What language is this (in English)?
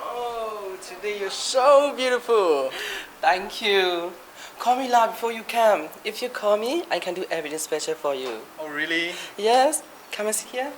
Kachin